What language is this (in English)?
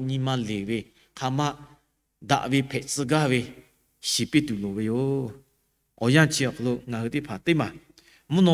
Lahu